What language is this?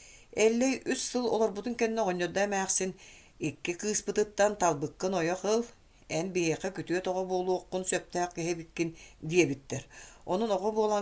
Yakut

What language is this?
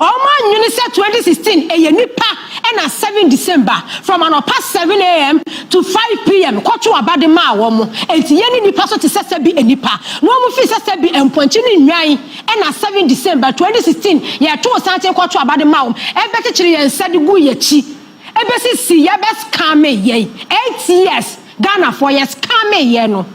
Akan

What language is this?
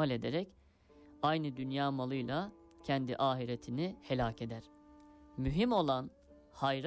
Turkish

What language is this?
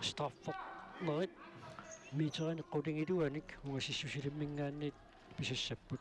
Kalaallisut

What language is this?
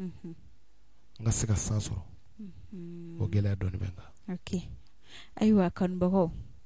Bambara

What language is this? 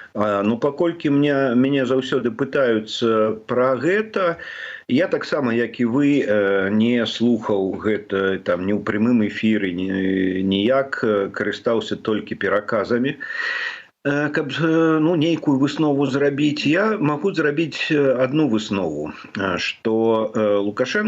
Belarusian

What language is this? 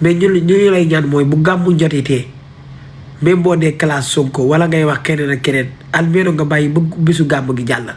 Wolof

